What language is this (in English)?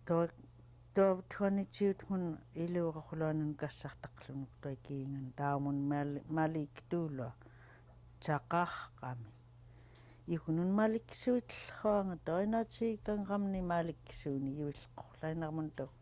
Central Yupik